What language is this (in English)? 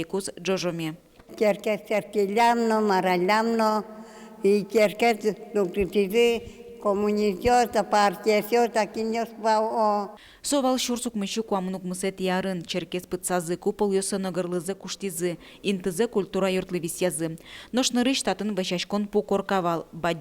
Udmurt